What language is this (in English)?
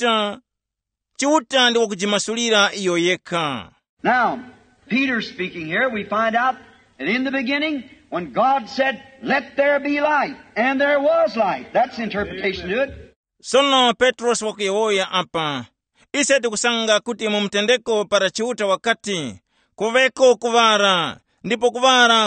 Tumbuka